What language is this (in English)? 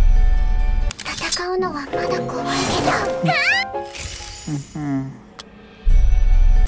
Japanese